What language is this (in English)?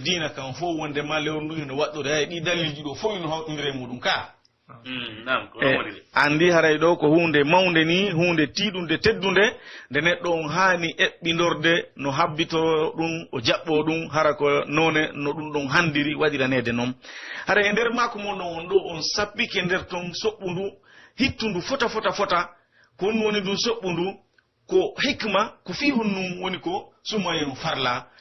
Pular